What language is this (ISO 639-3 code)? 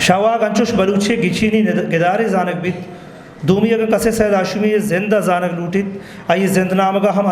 bgp